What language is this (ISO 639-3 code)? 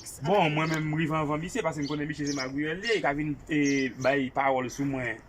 hat